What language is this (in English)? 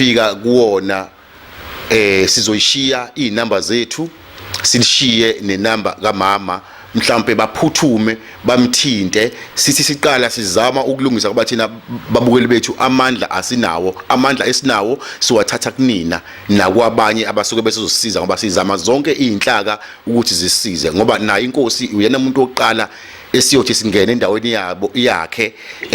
Zulu